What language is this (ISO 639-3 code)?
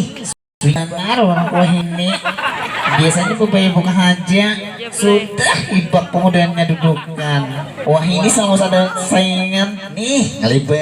bjn